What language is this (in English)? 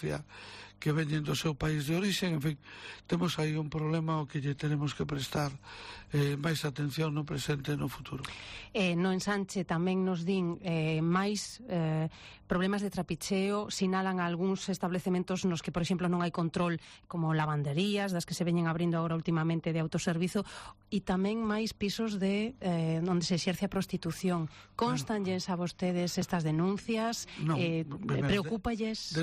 Galician